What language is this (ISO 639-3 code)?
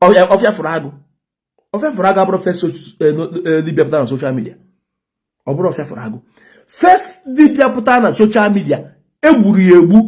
ibo